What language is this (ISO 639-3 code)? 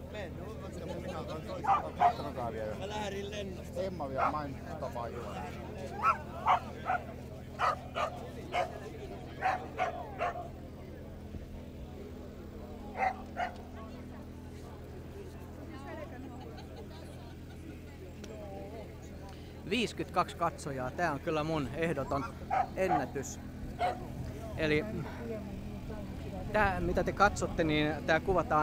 fin